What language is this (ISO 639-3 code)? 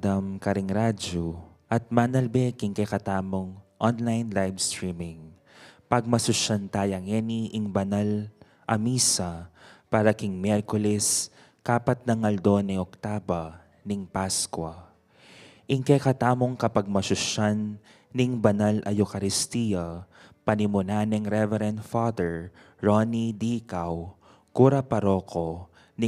pam